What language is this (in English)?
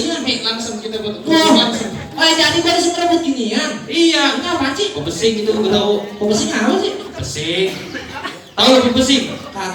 Betawi